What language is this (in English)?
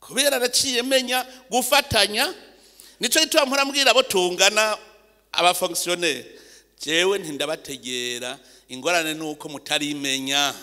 Rundi